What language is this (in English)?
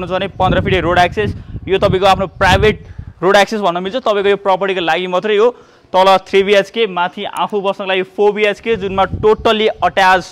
Nepali